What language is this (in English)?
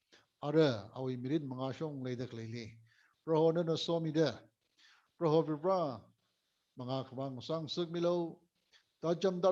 Tangkhul Naga (India)